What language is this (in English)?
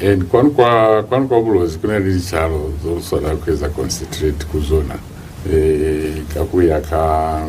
Lozi